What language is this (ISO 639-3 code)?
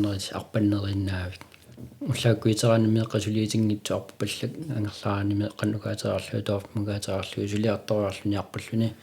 kal